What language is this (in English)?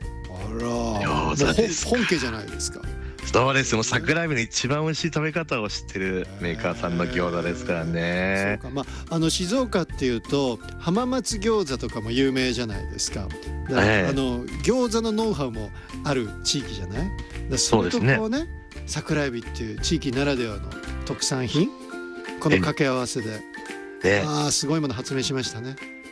Japanese